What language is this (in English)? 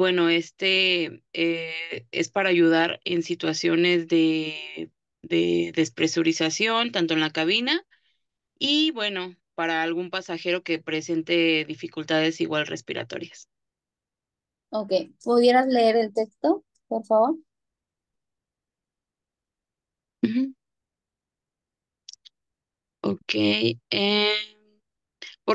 Spanish